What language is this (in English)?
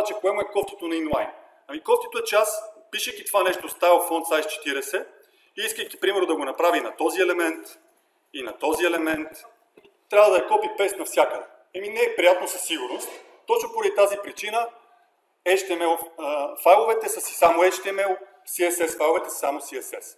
Bulgarian